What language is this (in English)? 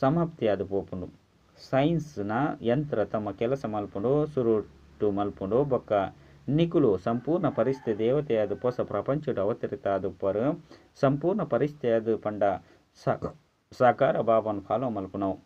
Tulu